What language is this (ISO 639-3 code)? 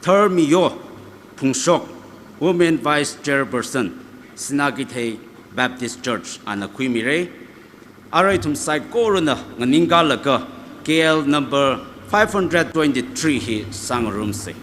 nmf